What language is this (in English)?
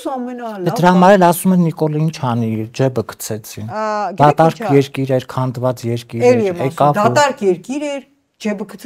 Armenian